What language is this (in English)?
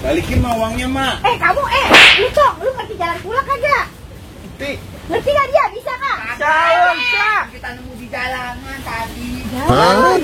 Betawi